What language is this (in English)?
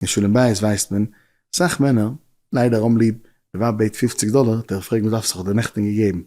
Yiddish